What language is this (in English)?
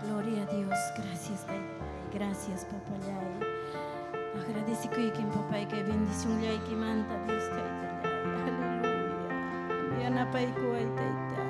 Ayacucho Quechua